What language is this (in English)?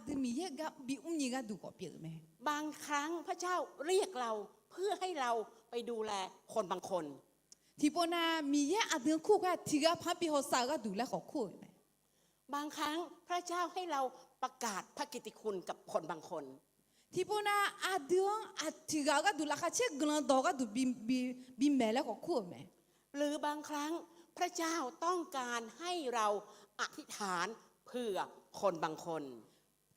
Akha